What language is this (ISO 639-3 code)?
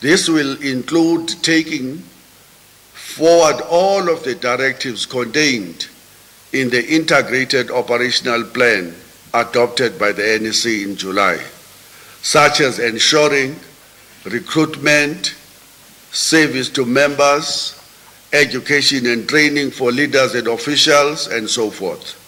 eng